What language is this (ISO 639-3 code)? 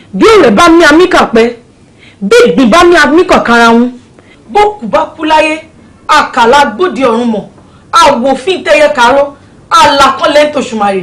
yor